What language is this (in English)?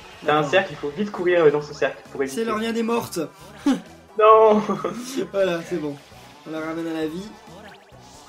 French